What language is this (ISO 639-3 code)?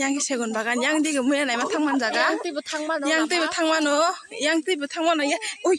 trp